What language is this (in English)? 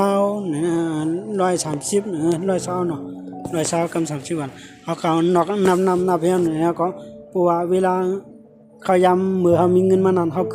Shan